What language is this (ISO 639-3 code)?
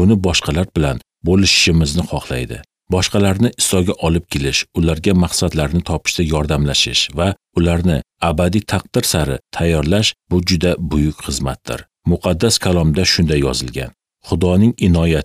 uzb